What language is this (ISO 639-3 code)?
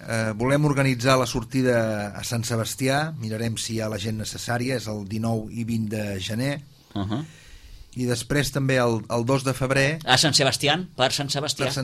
cat